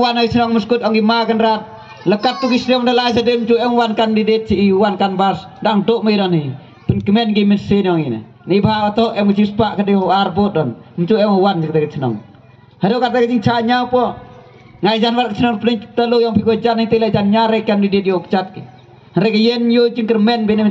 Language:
Khasi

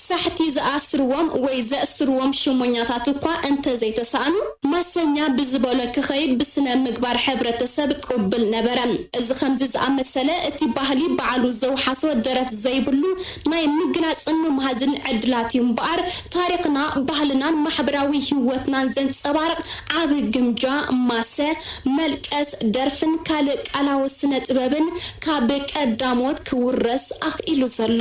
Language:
Tigrinya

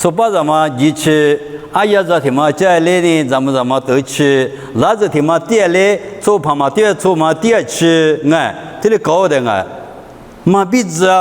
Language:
Lisu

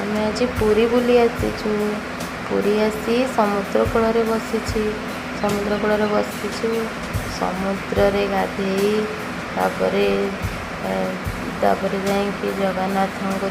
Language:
Odia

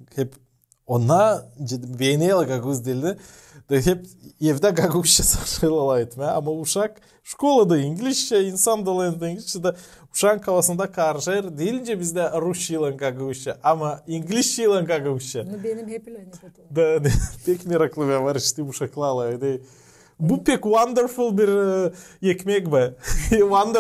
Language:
Gagauz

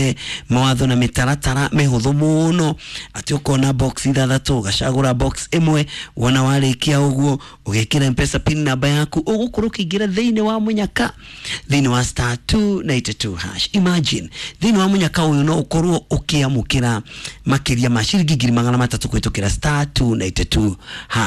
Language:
Kikuyu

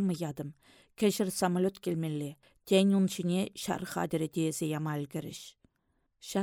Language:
Chuvash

